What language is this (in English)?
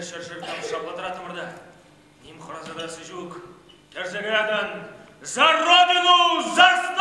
Chuvash